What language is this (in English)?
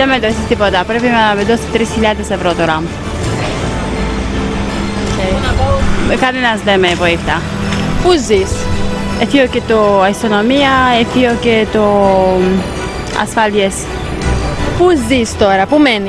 Greek